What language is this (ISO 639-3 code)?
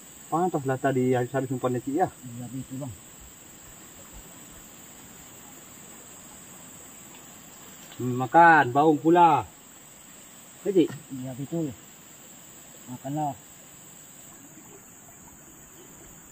msa